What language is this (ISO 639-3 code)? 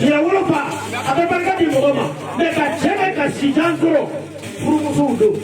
bam